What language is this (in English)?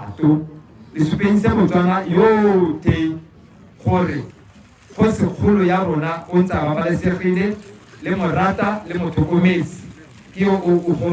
Tswana